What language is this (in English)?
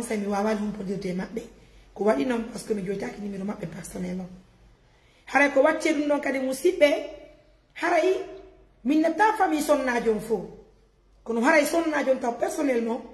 Pular